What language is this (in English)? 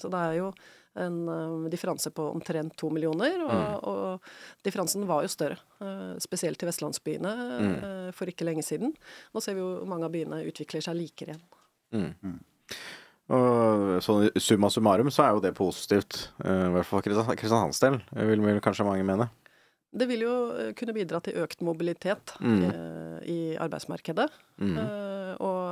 Norwegian